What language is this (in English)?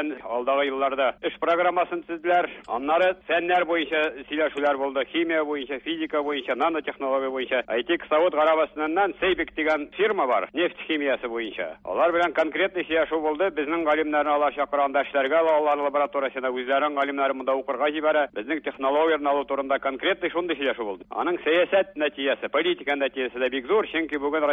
Tatar